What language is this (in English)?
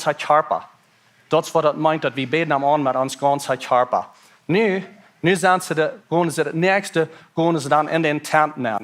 Plautdietsch